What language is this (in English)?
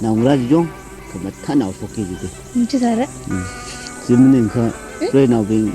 Tangkhul Naga (India)